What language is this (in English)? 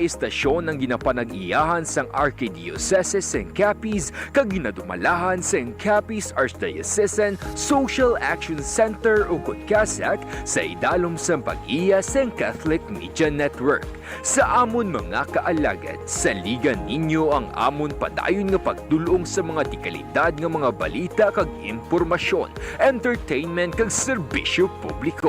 Hiligaynon